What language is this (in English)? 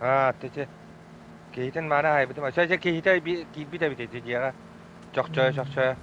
Yakut